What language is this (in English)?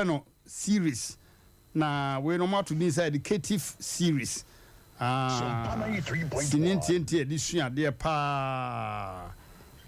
Akan